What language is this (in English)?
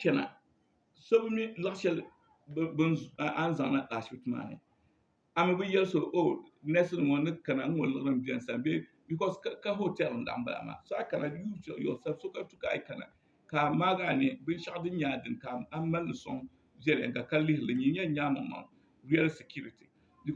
Dagbani